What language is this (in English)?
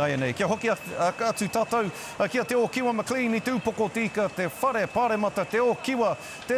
Māori